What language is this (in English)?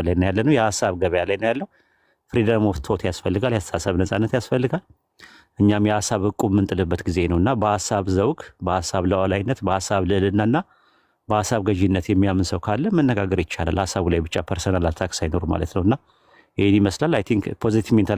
Amharic